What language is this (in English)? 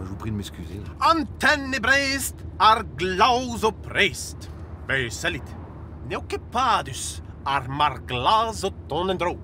Breton